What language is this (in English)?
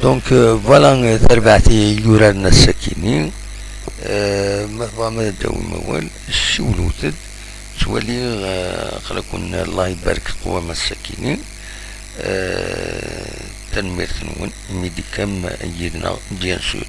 Kabyle